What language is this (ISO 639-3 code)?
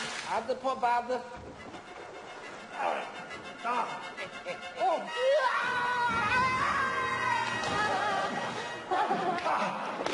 nor